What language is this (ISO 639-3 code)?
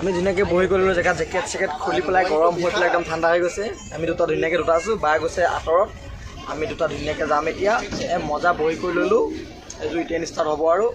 asm